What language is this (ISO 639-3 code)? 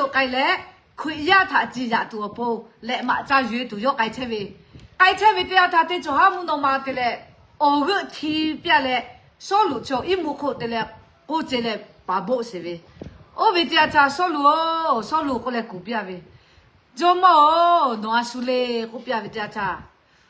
lhu